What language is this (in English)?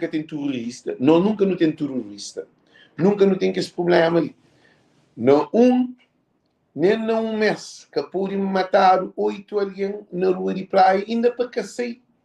Kabuverdianu